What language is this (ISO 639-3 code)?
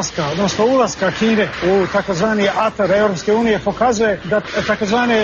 srp